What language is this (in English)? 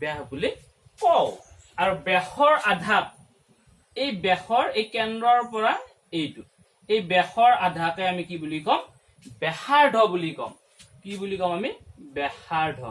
Assamese